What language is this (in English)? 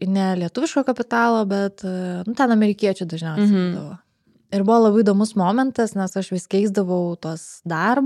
Lithuanian